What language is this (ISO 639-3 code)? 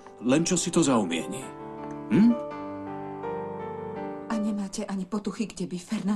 slk